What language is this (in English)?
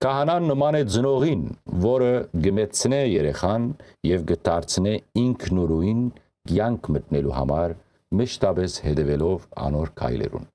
Western Armenian